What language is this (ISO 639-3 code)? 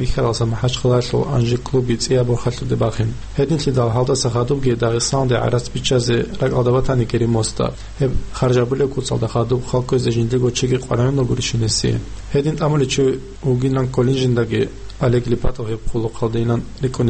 ava